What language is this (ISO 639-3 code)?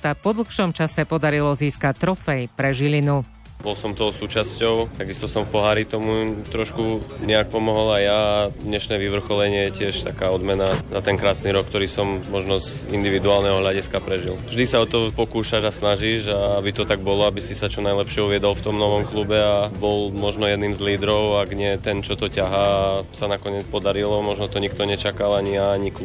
slk